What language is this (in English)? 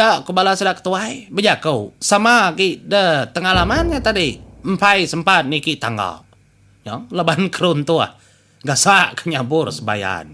Iban